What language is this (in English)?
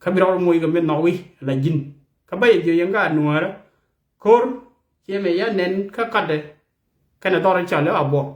Nuer